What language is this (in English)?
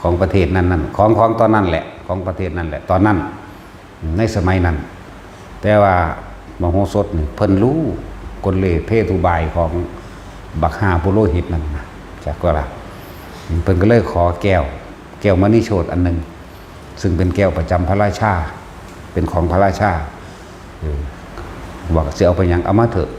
Northeastern Thai